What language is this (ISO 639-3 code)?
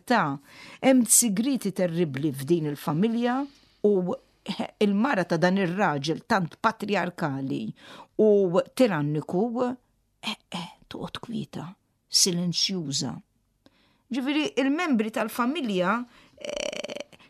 mlt